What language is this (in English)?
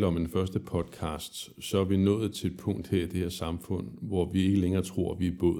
Danish